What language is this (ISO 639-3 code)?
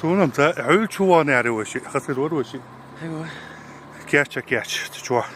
che